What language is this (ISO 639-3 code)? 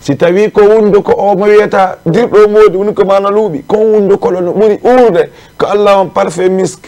ful